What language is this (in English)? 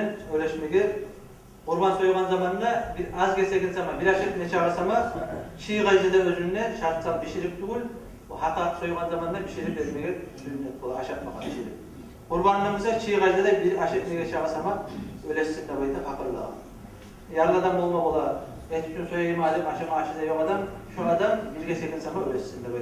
Kumyk